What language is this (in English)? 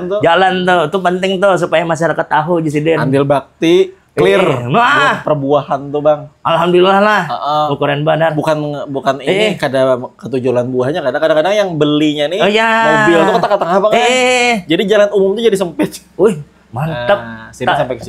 Banjar